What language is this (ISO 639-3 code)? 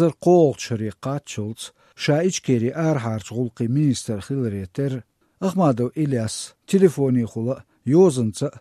che